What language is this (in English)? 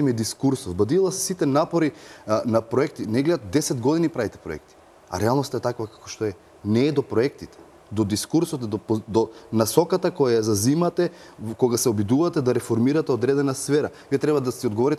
Macedonian